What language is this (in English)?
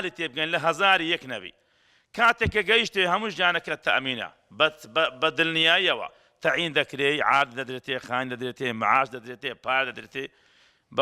Central Kurdish